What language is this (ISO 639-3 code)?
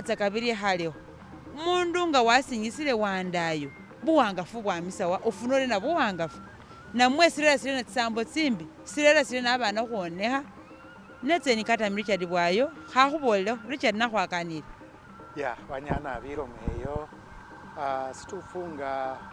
myx